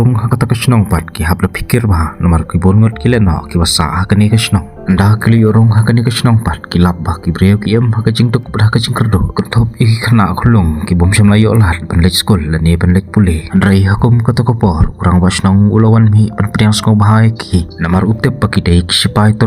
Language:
Khasi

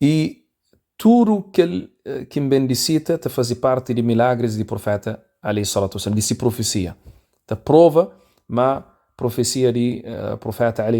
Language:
Kabuverdianu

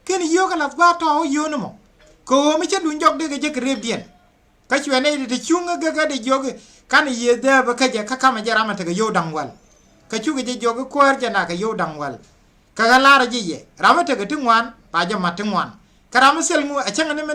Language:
Nuer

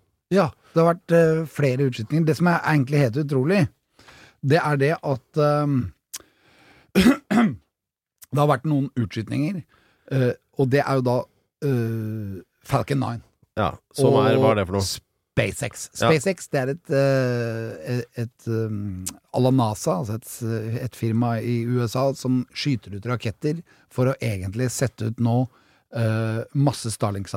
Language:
Norwegian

